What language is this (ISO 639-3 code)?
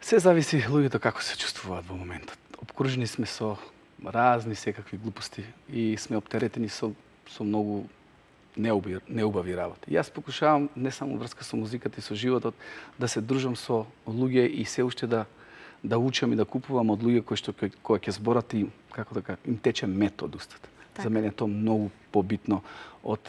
mkd